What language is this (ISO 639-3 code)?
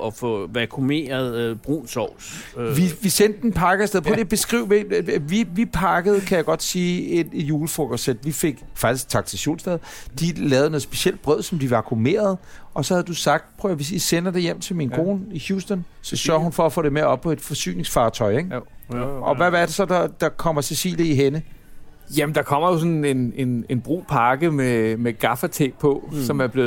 dan